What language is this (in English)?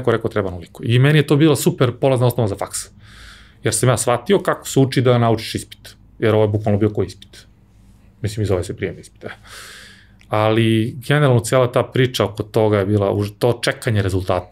Serbian